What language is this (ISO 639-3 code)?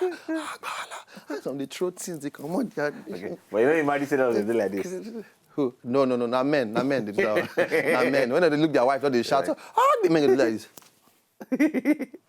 pcm